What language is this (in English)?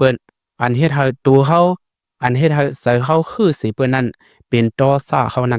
Shan